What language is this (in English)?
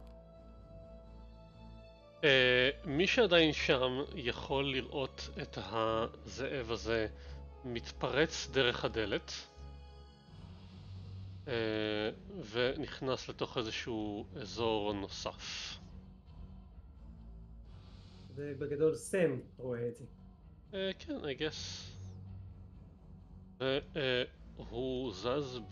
Hebrew